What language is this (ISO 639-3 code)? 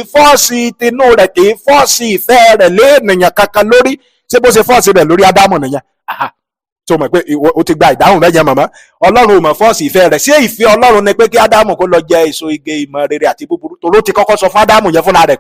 yor